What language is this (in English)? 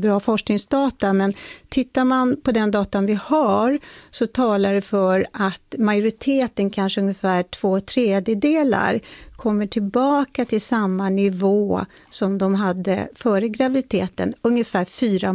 Swedish